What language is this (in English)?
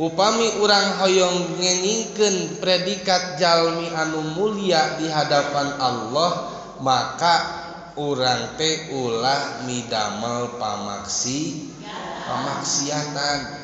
Sundanese